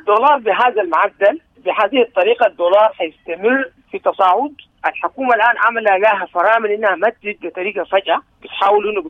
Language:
Sudanese Arabic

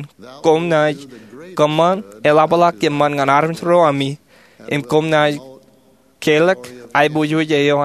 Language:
Marshallese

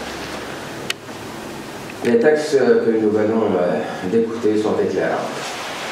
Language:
French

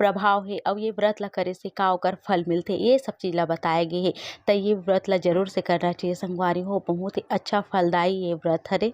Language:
Chhattisgarhi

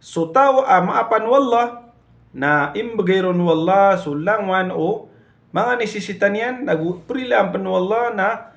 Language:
Maranao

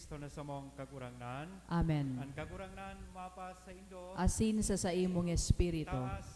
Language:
Bikol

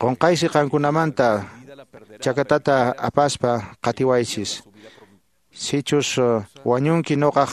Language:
Quechua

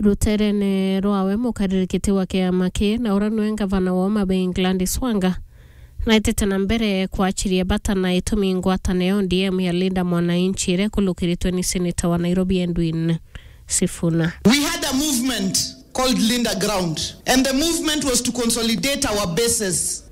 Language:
Meru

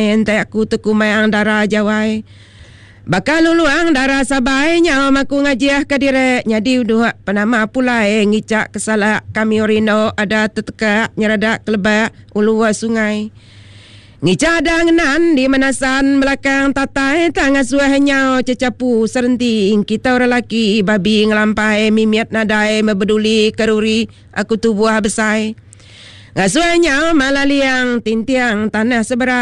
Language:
Iban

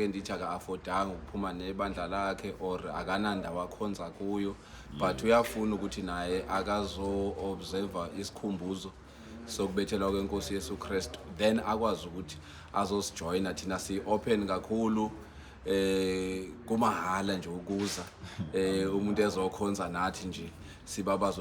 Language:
Zulu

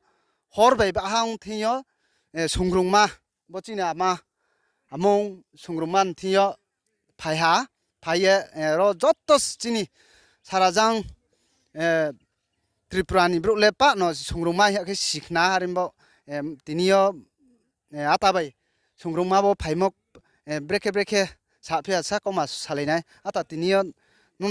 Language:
Riang (India)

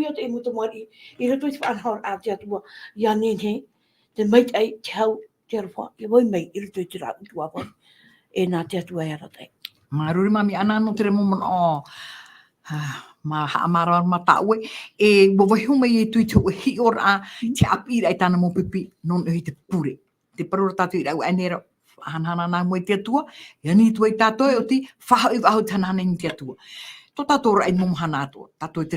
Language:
Tahitian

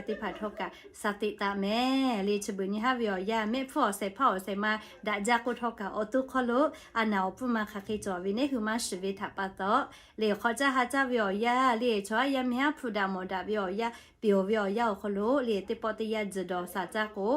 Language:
Lahu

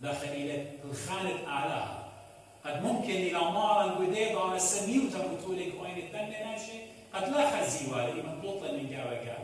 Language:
Assyrian Neo-Aramaic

